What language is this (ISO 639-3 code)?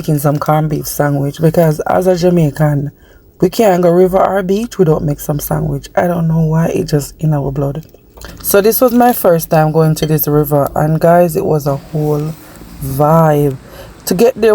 jam